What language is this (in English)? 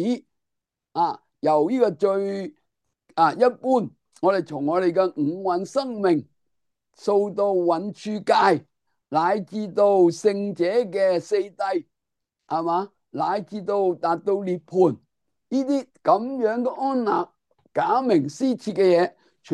Cantonese